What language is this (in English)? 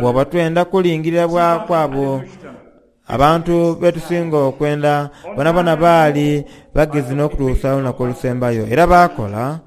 Soga